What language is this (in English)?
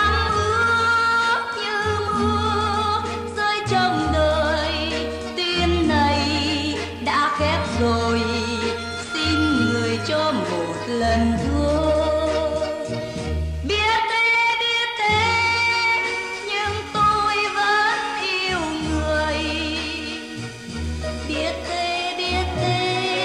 Vietnamese